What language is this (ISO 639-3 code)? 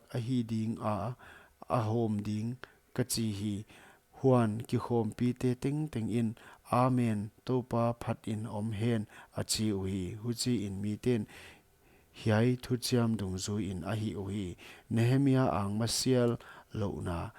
pck